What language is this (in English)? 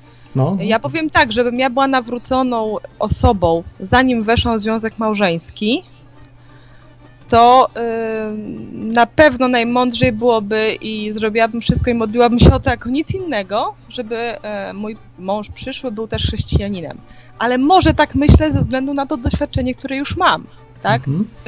Polish